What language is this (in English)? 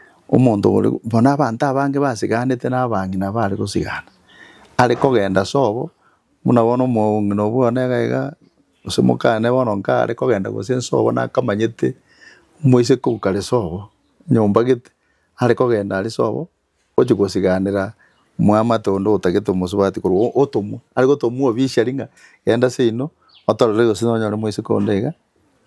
Gusii